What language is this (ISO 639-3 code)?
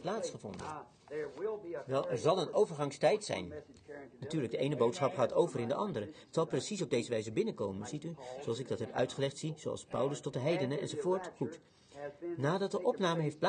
nld